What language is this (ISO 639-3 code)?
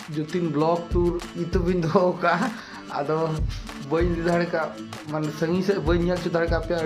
sat